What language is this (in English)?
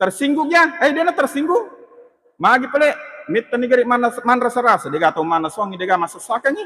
Buginese